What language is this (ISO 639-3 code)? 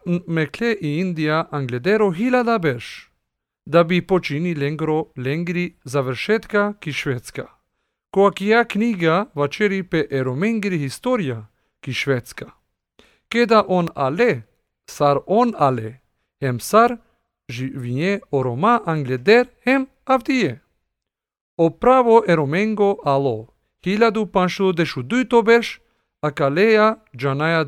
slv